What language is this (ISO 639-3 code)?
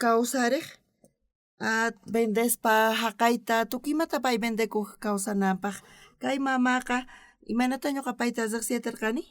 quh